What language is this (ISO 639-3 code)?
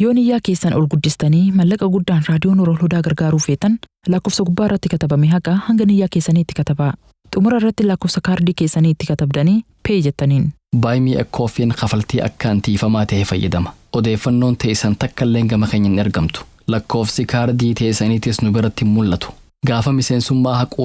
orm